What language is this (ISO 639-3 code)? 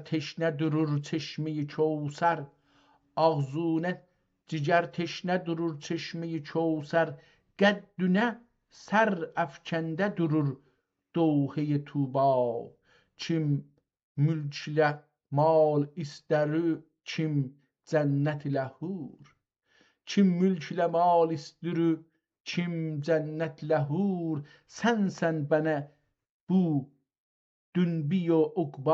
azb